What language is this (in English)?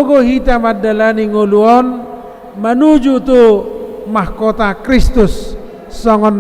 Batak Toba